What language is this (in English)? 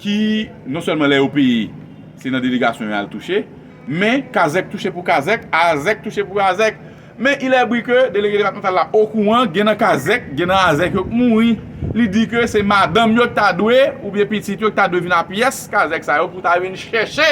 Haitian Creole